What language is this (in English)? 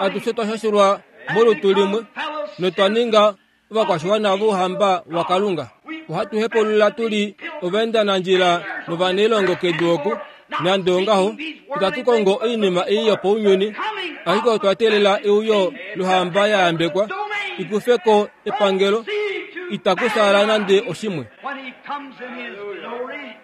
Kuanyama